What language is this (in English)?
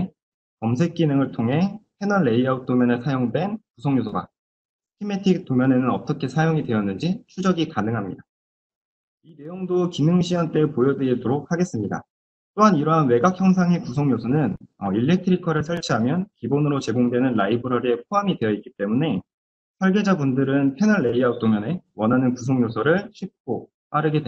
Korean